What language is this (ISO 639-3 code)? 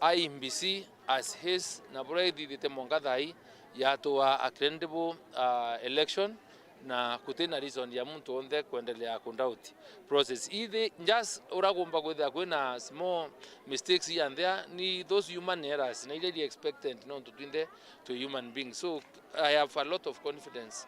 mer